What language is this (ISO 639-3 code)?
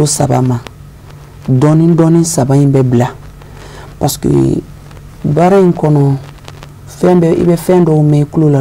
bam